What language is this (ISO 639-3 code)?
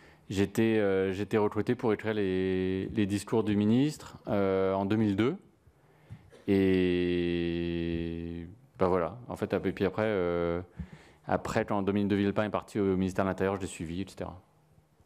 fra